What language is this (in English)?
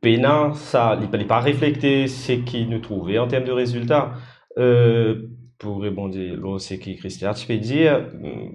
Morisyen